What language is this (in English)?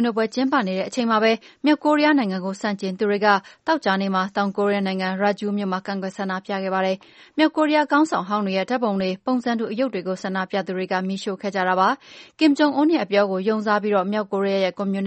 Burmese